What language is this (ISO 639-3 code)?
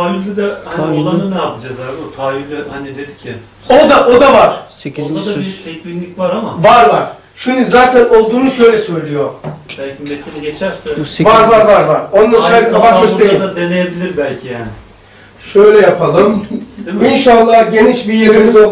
tur